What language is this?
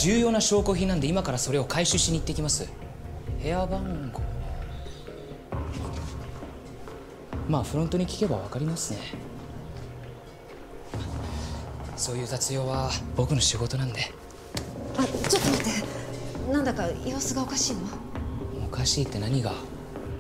Japanese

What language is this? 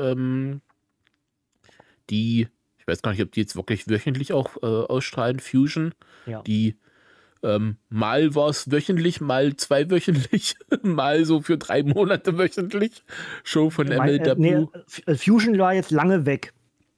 German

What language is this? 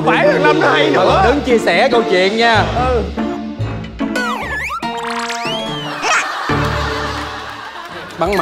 Vietnamese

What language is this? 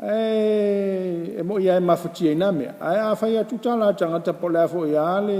Samoan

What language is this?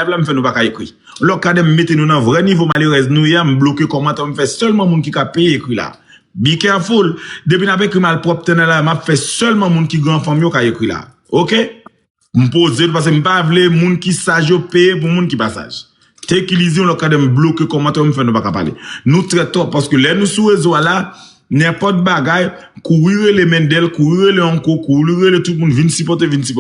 Haitian Creole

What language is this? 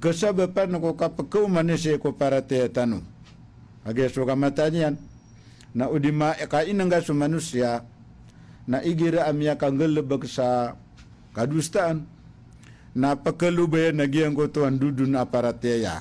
Maranao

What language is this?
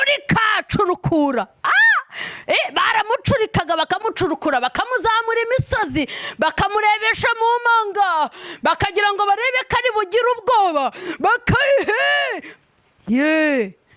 Kinyarwanda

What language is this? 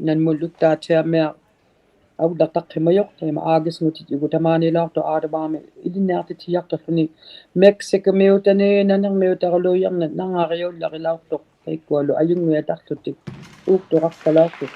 Inuktitut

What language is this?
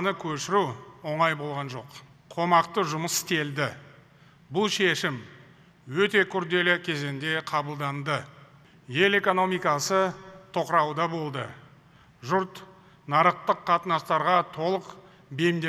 Kazakh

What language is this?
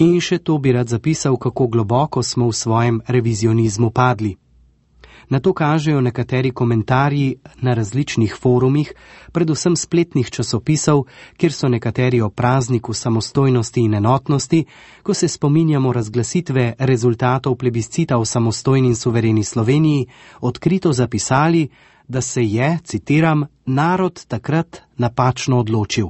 Slovenian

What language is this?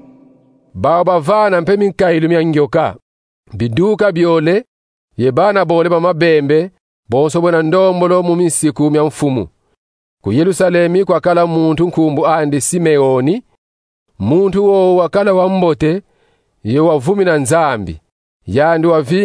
Kongo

